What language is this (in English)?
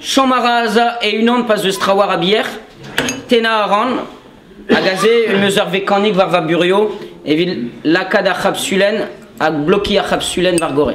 Breton